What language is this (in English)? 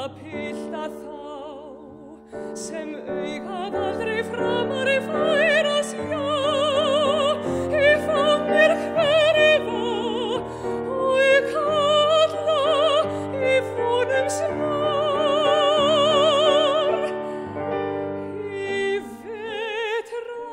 Icelandic